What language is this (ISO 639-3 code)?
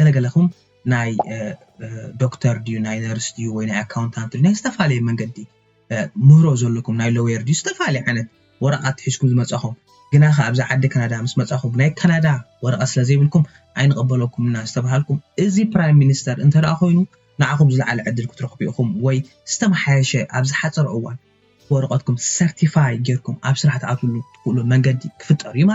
tir